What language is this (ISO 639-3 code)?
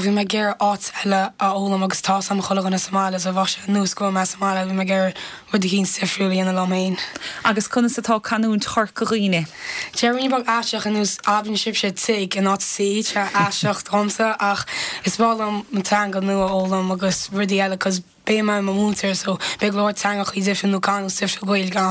gle